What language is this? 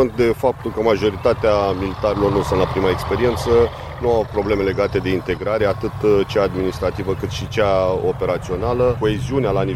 Romanian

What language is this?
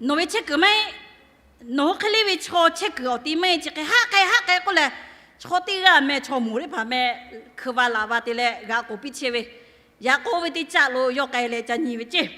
Lahu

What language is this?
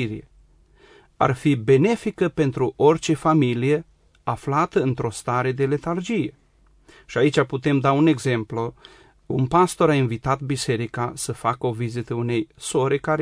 Romanian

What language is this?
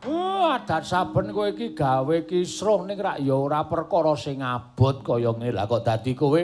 Javanese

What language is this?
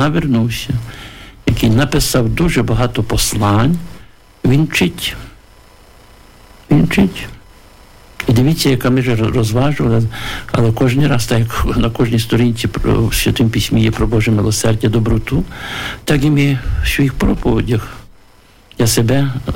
Ukrainian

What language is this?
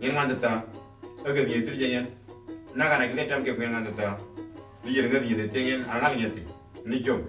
Moro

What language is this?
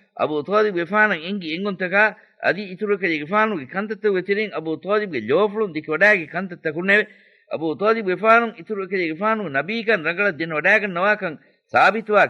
Divehi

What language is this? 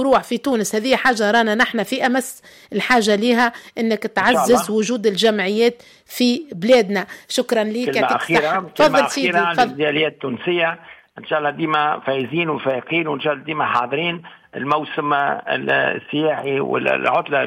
Tunisian Arabic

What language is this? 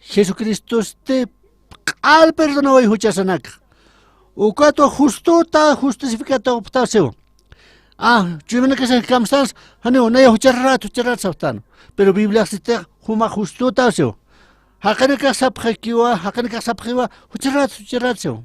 Aymara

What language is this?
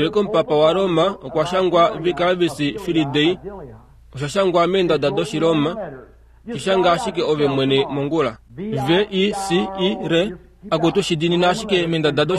Kuanyama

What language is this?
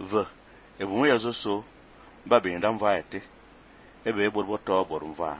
Fang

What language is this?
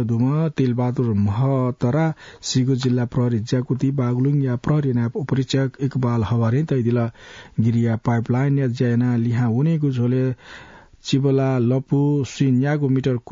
Newari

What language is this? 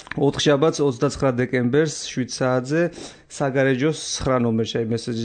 Georgian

